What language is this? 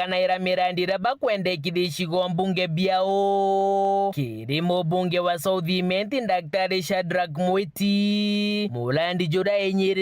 Meru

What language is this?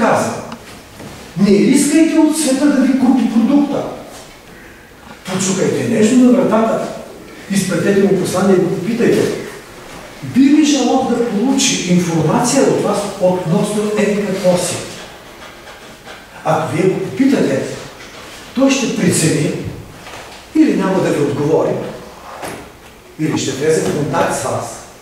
Bulgarian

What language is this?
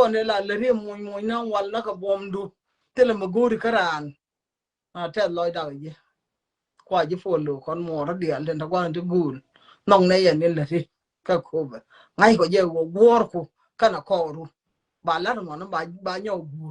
Nuer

